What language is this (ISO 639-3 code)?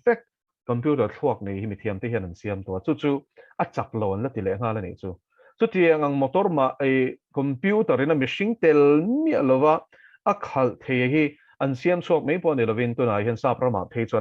lus